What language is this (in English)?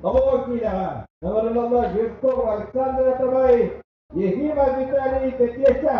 Yakut